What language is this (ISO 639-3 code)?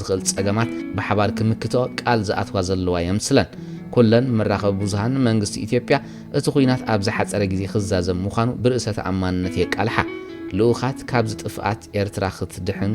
tir